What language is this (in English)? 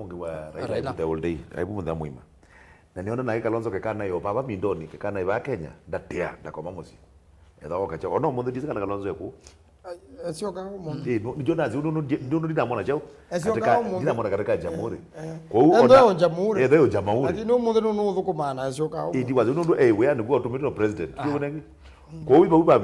Kamba